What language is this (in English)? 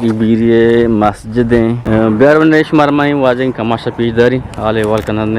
Eastern Balochi